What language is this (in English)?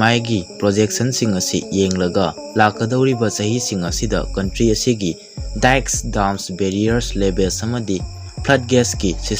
Manipuri